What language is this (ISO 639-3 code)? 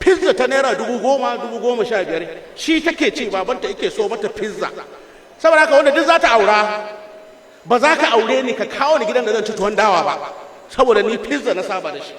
hau